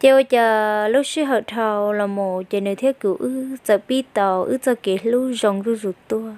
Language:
Hmong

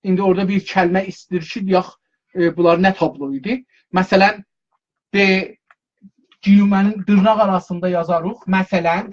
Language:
South Azerbaijani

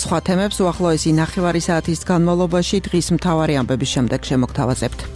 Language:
Georgian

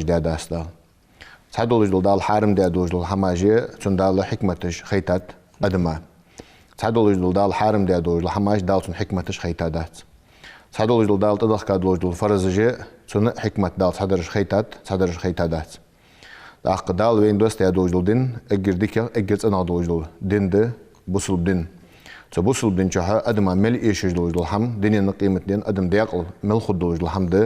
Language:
Ingush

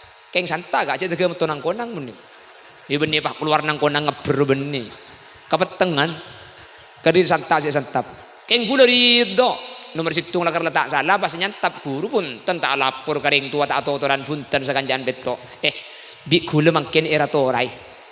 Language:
Madurese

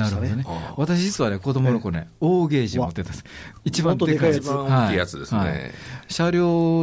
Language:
Japanese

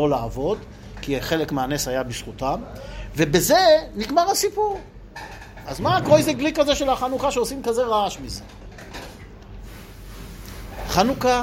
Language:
Hebrew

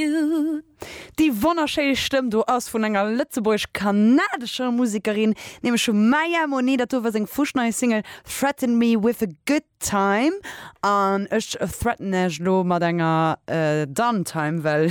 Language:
Luxembourgish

